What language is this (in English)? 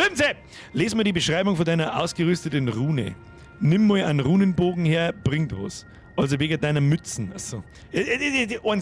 Bavarian